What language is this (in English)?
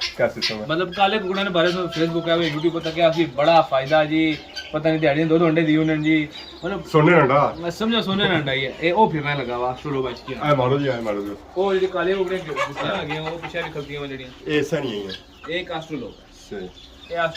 Pahari-Potwari